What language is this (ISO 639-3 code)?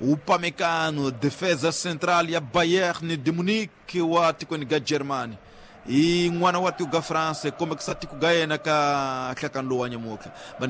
tso